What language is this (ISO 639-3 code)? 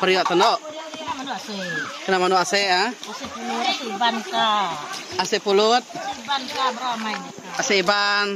iba